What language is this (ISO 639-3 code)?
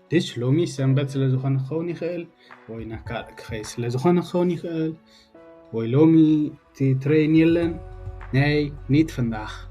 tir